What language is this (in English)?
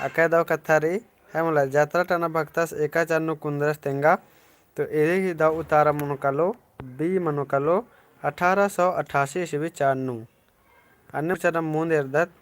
Kurukh